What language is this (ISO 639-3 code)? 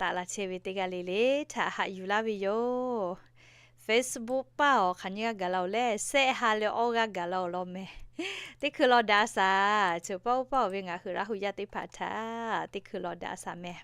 lhu